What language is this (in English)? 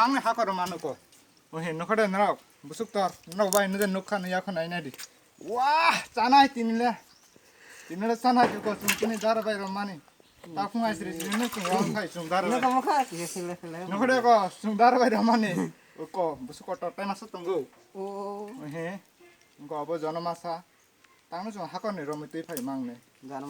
Kok Borok